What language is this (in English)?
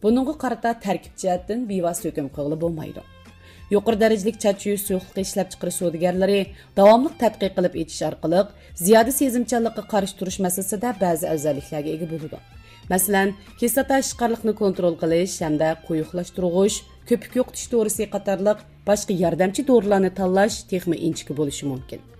Uyghur